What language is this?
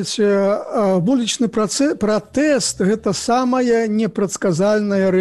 Belarusian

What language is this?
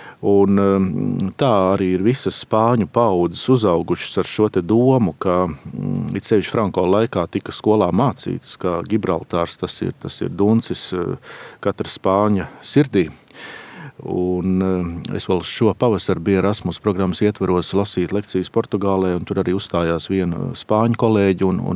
Latvian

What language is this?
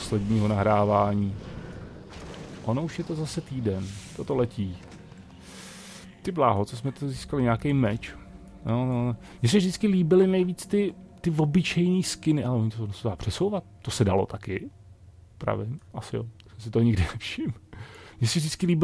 Czech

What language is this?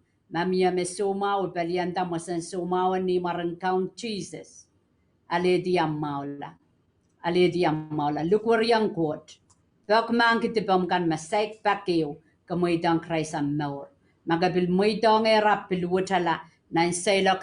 Pohnpeian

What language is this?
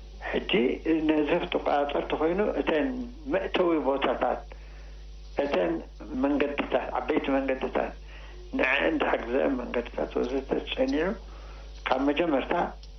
Tigrinya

